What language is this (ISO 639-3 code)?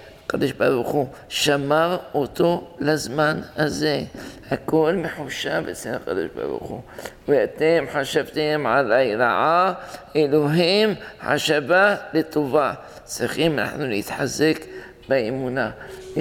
heb